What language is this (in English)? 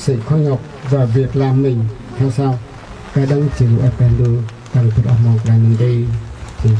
Central Mnong